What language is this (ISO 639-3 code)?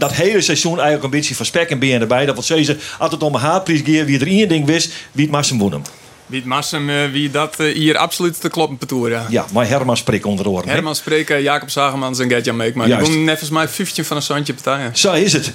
fry